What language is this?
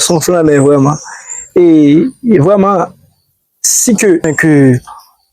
Haitian Creole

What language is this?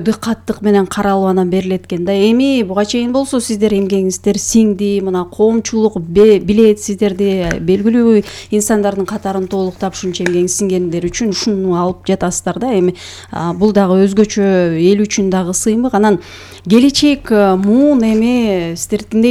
Kyrgyz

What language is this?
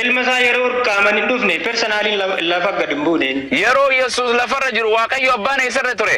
Oromo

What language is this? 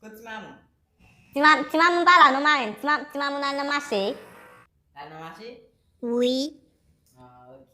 Haitian Creole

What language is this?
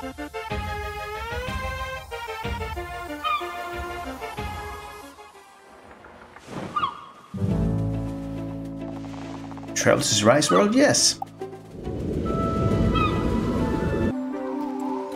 English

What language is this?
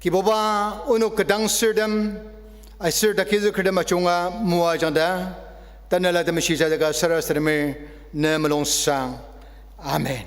Ao Naga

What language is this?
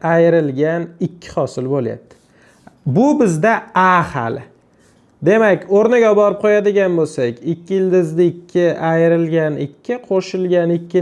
Uzbek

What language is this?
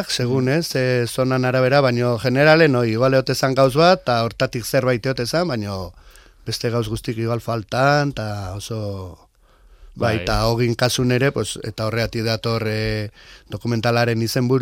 Basque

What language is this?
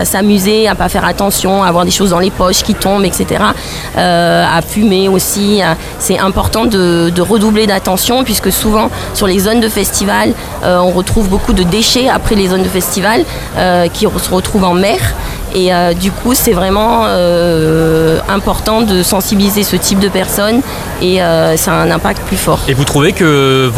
French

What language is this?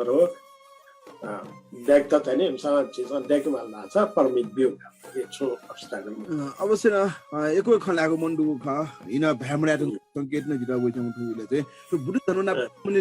Newari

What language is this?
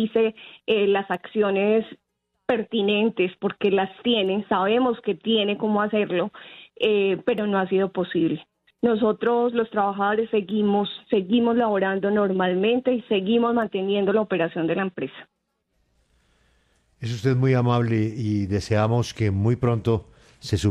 Spanish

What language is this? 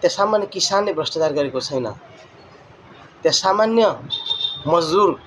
Nepali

